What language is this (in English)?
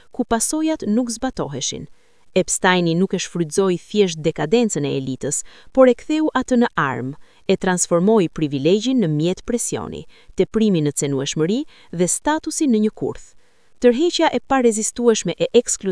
Albanian